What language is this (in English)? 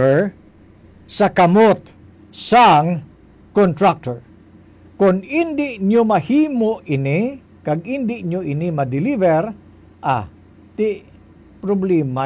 Hiligaynon